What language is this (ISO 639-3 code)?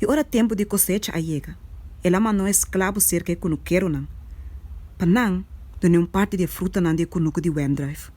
pap